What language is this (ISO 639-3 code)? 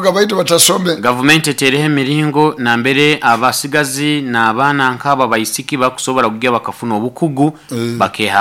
nyo